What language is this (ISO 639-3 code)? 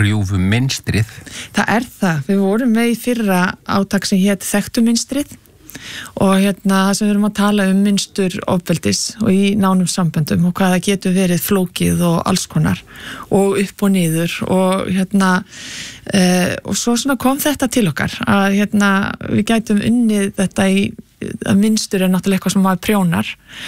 isl